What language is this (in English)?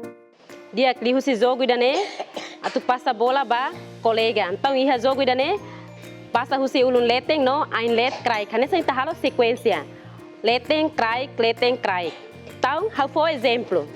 Tetum